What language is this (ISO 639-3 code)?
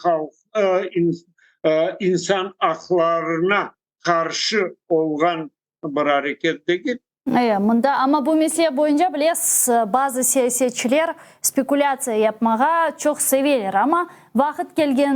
crh